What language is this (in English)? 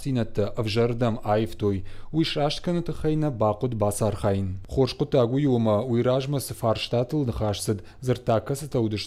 Ossetic